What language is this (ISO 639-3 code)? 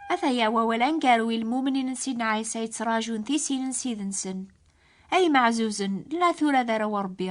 kab